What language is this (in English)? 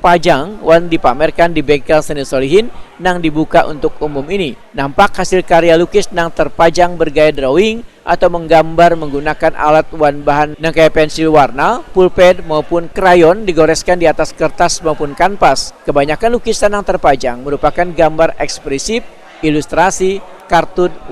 Banjar